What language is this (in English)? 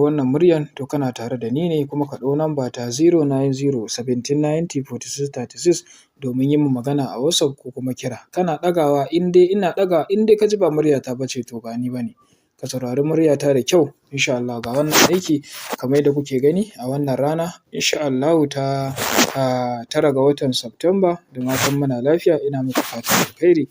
Hausa